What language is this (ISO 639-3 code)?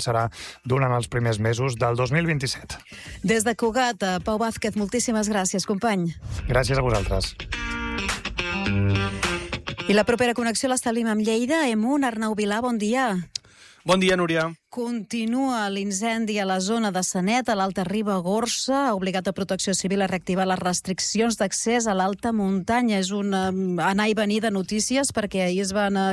cat